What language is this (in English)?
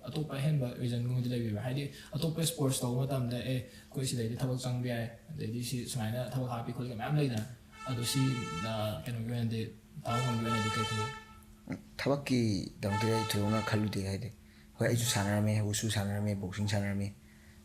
Manipuri